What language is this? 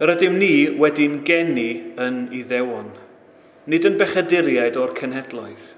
Welsh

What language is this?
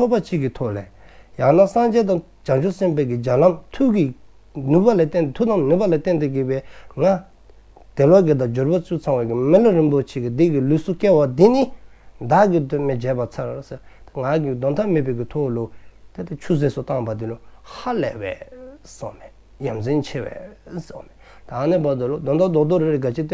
Dzongkha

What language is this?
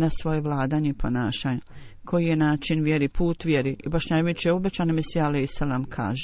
Bosnian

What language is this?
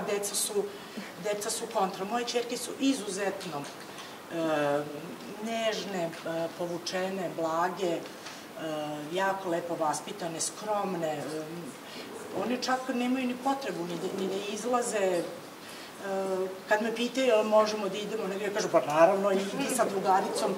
Serbian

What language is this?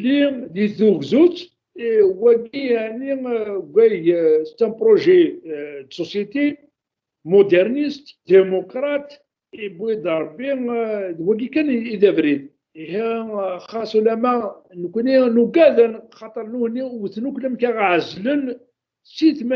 Kabyle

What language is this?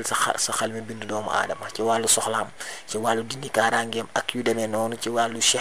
Wolof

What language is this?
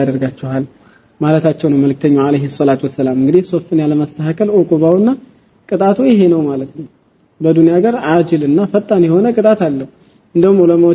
Amharic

